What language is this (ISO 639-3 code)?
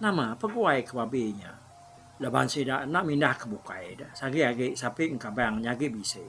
iba